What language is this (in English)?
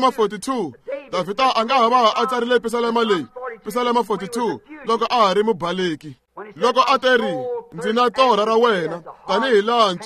Tsonga